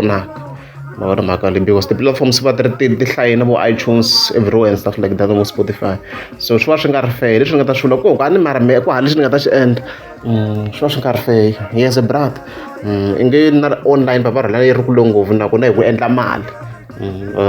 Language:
Tsonga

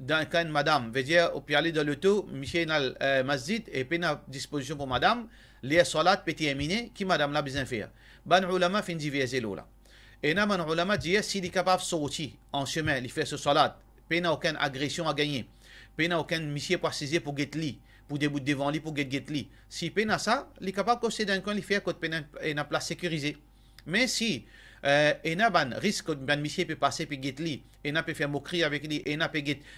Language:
Morisyen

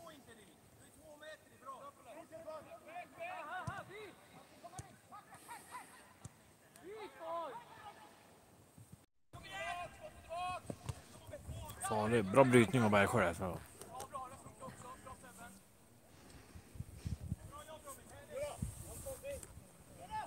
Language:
Swedish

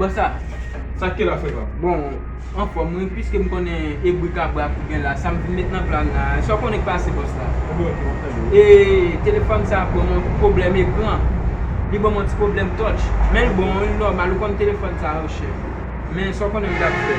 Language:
Haitian Creole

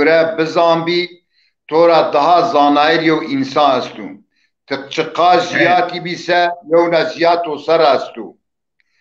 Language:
Zaza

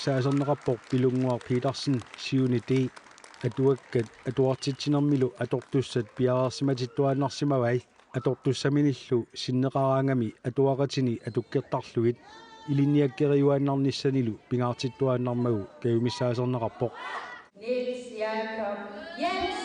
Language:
Kalaallisut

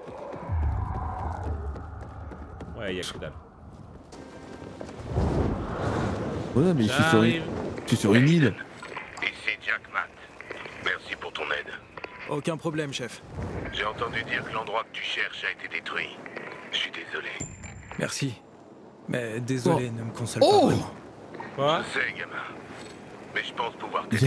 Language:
French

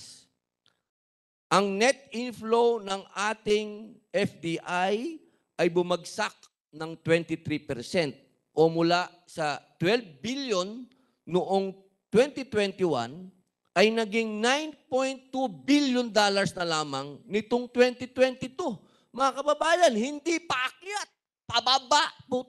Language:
Filipino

